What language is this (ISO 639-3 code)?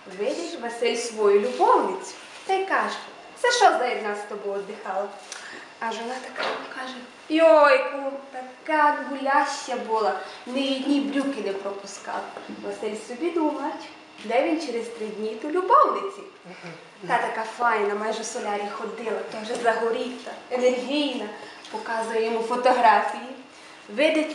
rue